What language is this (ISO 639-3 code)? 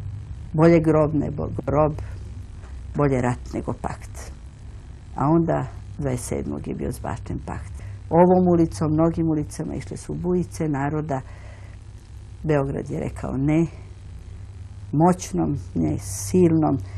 srp